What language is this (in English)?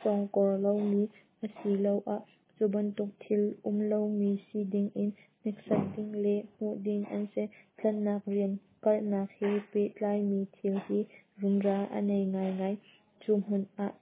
Hakha Chin